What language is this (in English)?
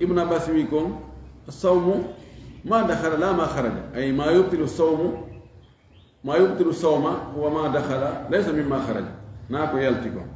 Fula